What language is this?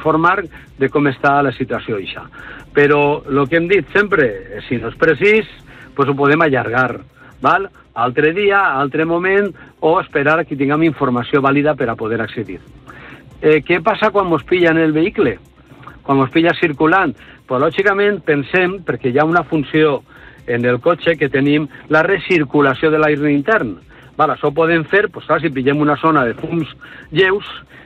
Catalan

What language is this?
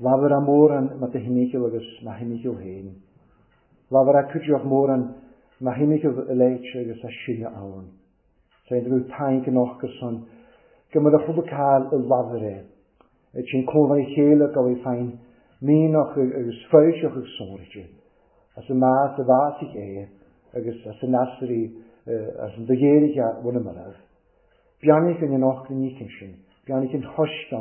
Welsh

